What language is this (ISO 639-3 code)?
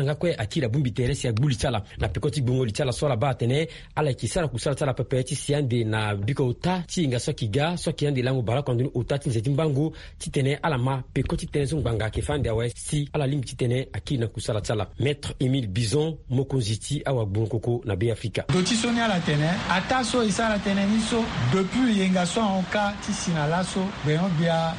sag